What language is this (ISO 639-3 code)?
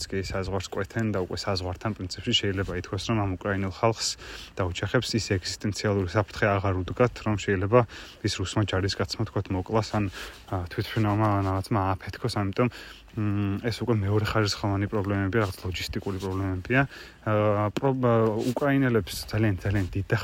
kat